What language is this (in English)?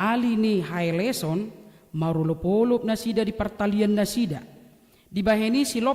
Batak Toba